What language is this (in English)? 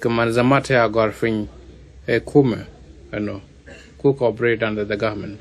Nuer